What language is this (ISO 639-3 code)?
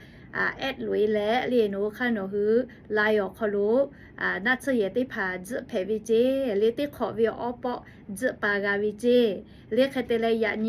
lhu